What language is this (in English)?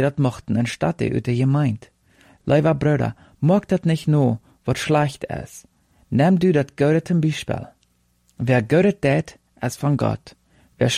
Plautdietsch